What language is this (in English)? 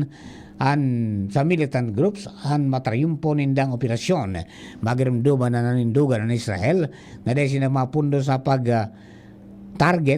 Bikol